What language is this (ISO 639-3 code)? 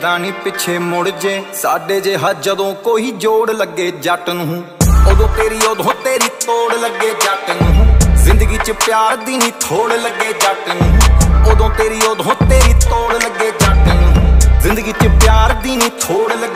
pan